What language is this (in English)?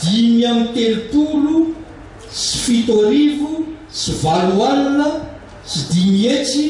Malagasy